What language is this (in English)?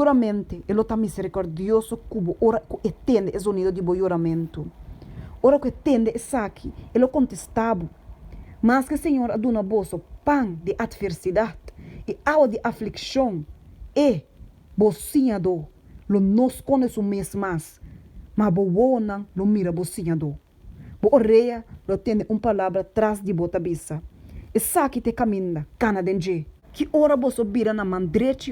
Papiamento